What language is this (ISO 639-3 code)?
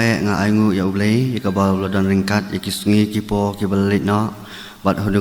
kha